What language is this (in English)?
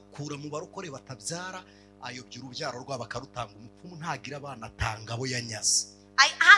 Kinyarwanda